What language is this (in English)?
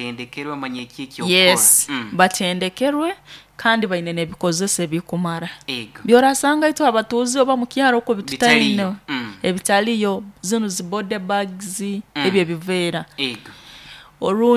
Nyoro